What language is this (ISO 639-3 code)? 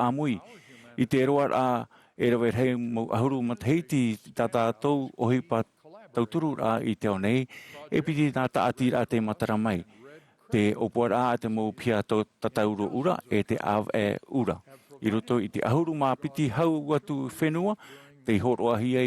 tah